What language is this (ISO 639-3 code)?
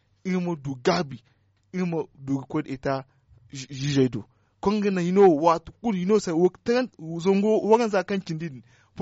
dje